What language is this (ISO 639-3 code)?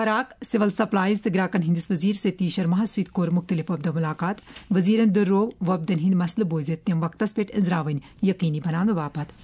kas